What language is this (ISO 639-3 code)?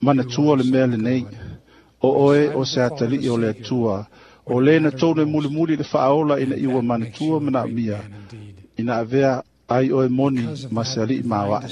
smo